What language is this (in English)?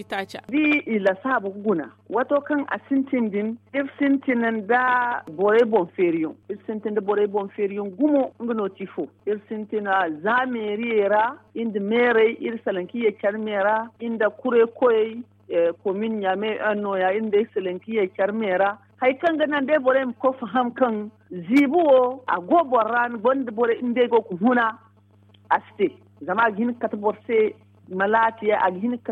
Zarma